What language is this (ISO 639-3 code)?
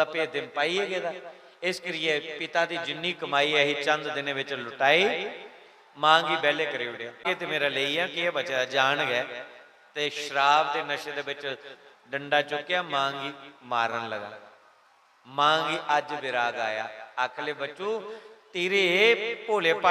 doi